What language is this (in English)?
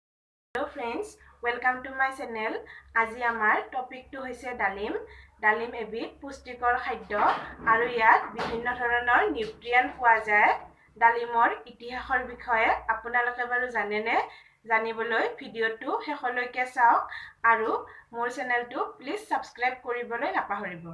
Assamese